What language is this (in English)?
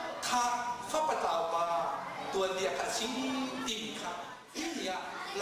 Hakha Chin